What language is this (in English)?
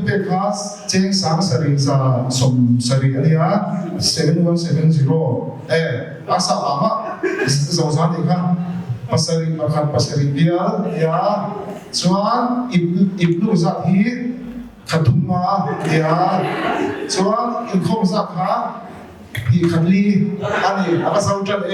Mizo